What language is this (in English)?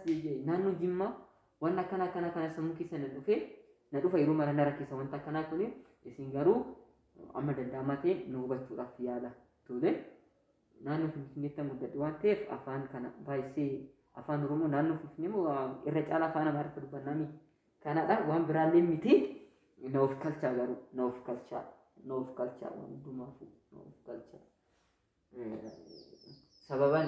Oromo